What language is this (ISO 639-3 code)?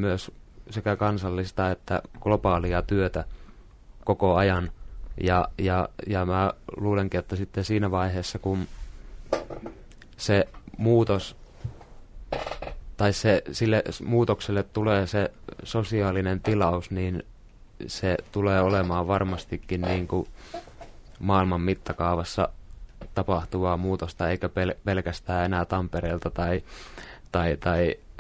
fin